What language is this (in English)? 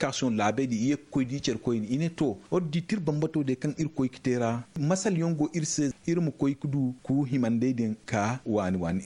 Zarma